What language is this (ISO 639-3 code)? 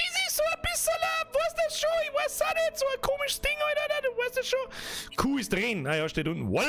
bar